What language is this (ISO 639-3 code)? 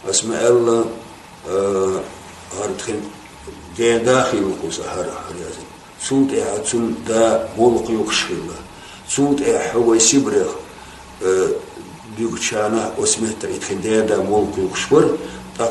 che